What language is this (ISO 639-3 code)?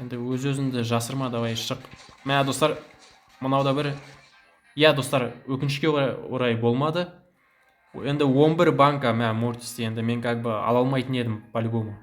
kaz